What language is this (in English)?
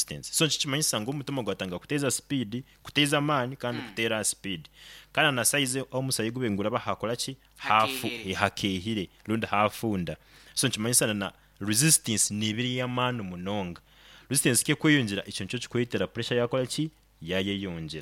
Nyoro